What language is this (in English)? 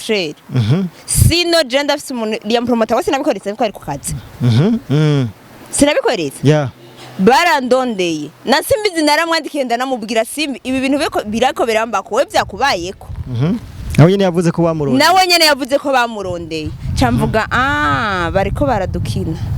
Rundi